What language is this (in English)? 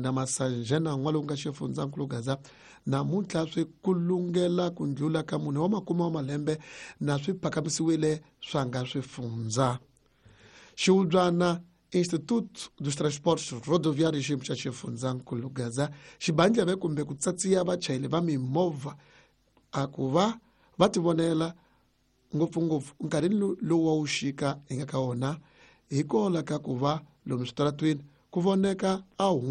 Tsonga